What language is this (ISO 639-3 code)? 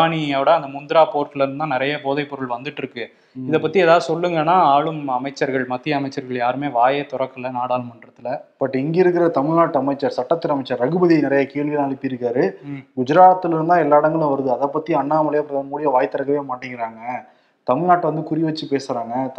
tam